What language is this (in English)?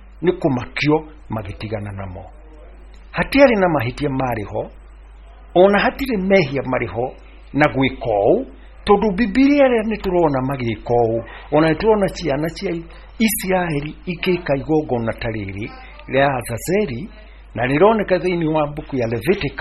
Kikuyu